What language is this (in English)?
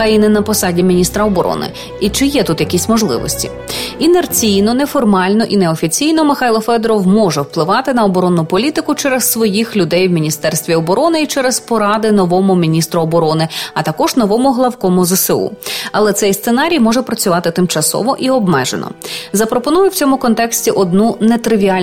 Ukrainian